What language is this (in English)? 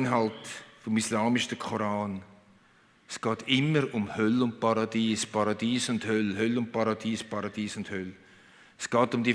Swiss German